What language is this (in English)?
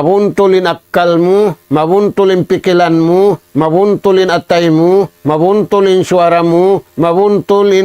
Tausug